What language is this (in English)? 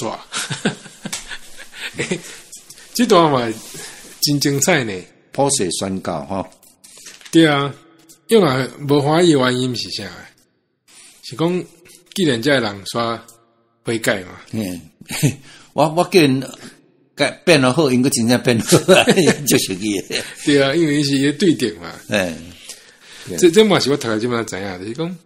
Min Nan Chinese